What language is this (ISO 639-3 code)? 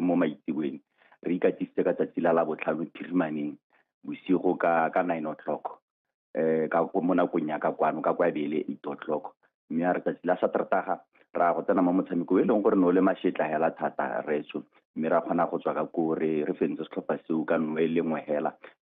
tsn